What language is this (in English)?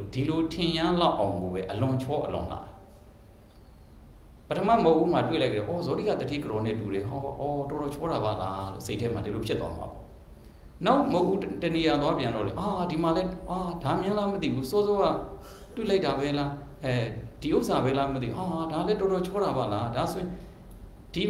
Burmese